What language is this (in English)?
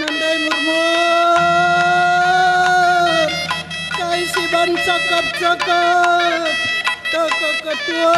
Batak Karo